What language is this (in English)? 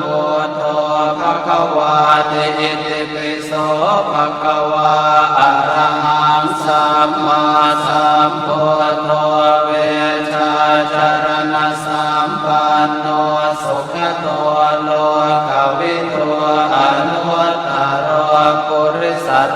Pali